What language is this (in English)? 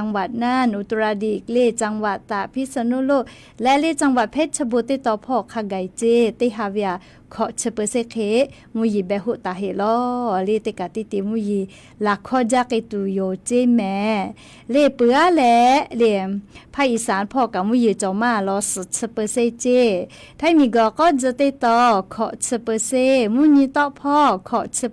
Lahu